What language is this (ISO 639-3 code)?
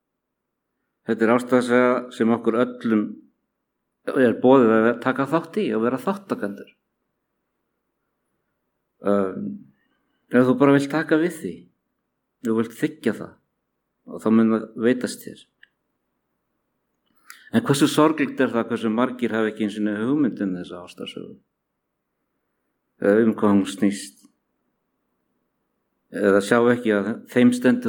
isl